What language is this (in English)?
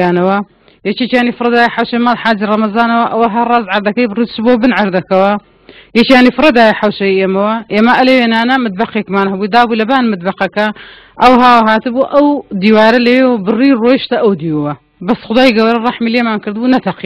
Central Kurdish